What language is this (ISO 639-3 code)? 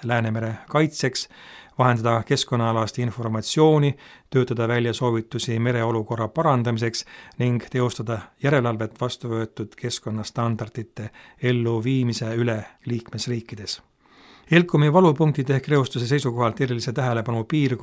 est